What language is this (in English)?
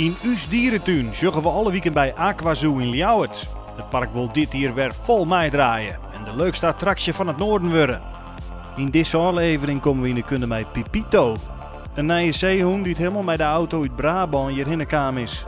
Western Frisian